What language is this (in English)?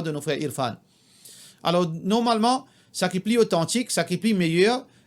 Morisyen